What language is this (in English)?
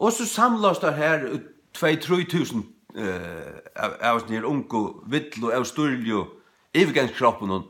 Faroese